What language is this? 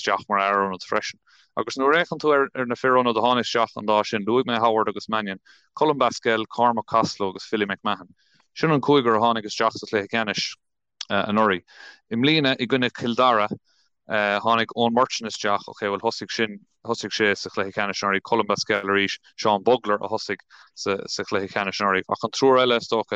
Irish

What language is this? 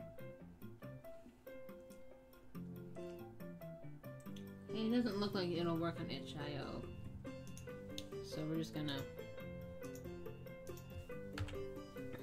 English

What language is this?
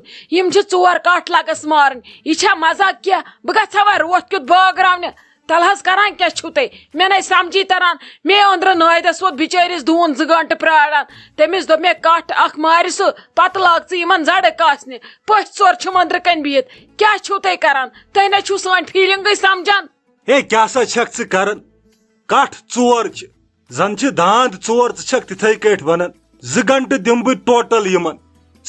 Kashmiri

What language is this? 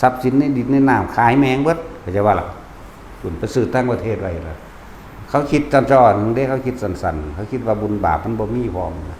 Northeastern Thai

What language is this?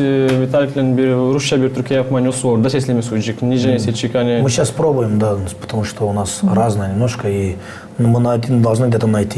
Gagauz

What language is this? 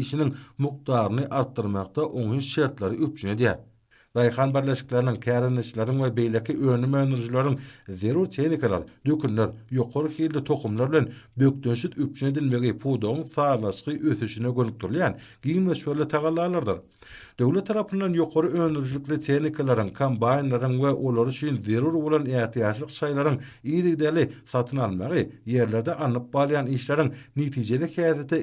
Turkmen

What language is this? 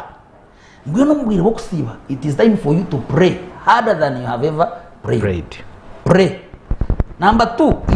Nyankole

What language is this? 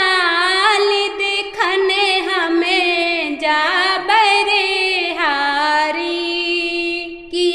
Bhojpuri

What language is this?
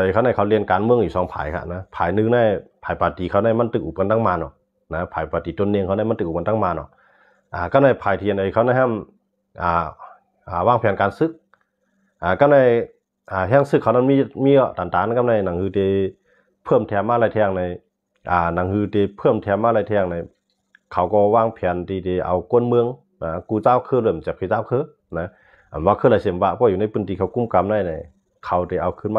Shan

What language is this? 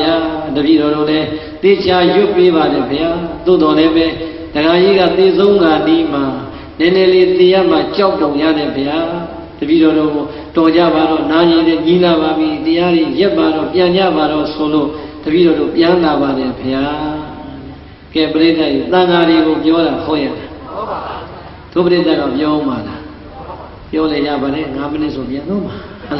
Burmese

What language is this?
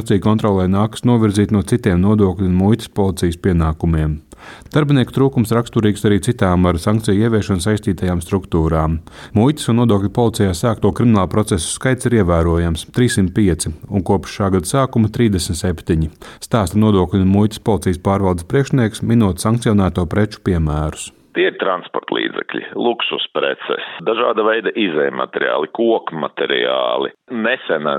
Latvian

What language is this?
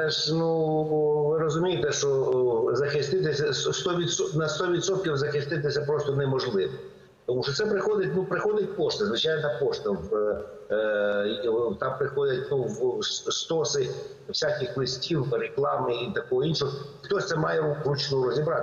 Ukrainian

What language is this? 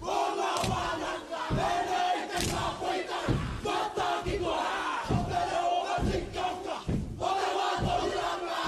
Māori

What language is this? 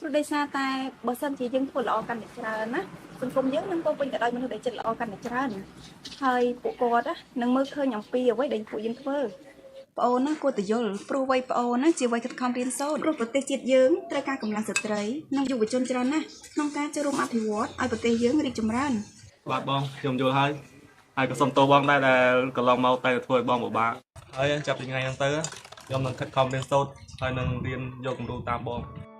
Khmer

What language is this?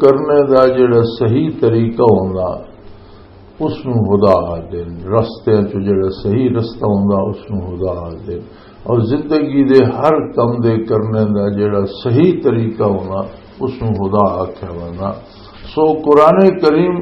Western Panjabi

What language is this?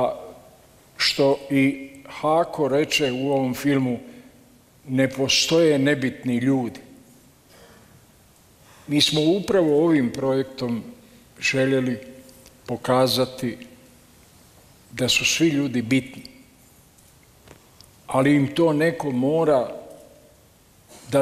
Bosnian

